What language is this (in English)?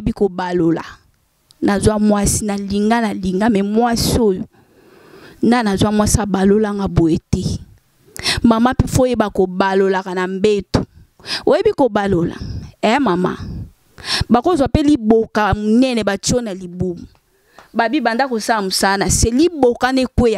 Lingala